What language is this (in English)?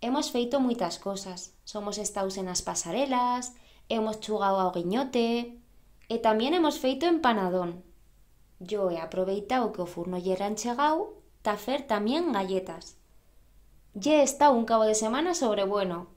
Aragonese